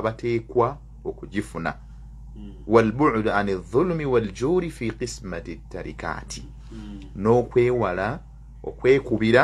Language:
Ganda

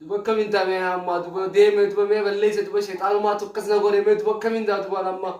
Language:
Oromo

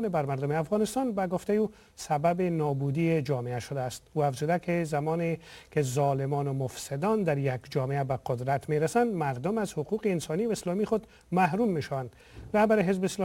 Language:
Persian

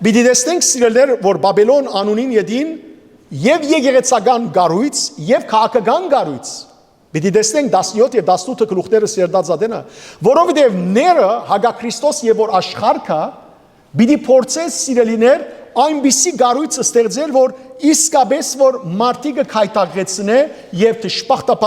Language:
Western Armenian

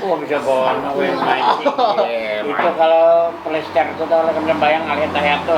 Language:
Banjar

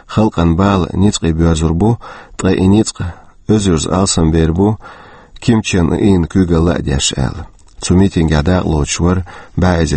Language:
Chechen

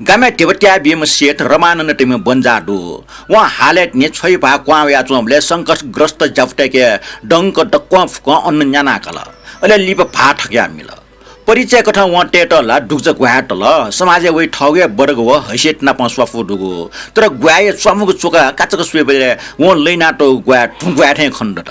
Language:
Newari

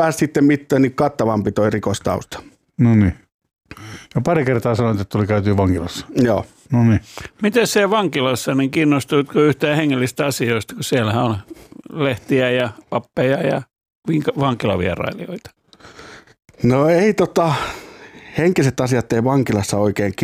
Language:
Finnish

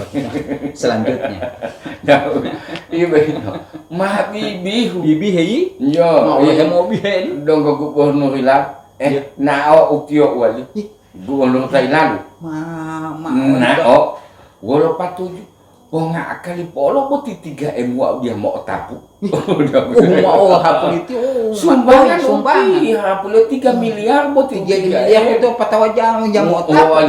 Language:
Gorontalo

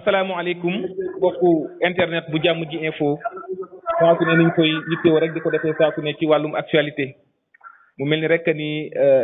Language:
Wolof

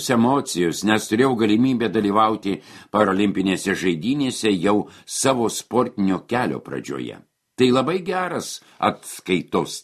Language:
Lithuanian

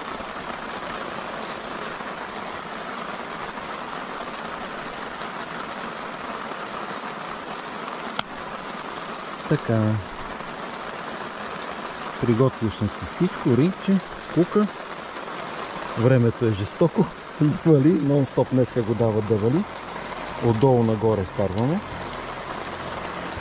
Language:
Bulgarian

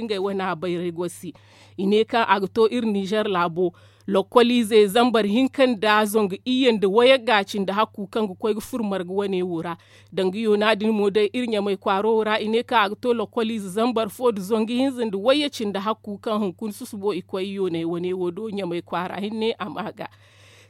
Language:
Zarma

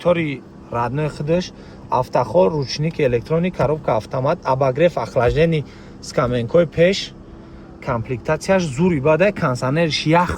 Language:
Tajik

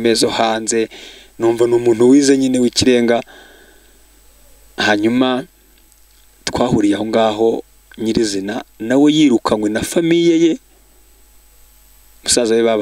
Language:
Kinyarwanda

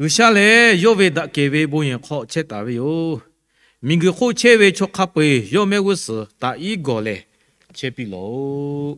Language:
Lahu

